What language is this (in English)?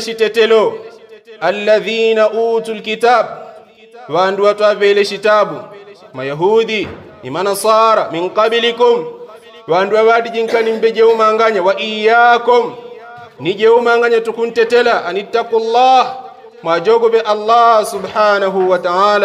Yao